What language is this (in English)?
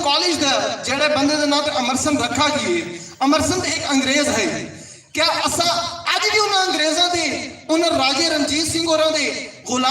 Saraiki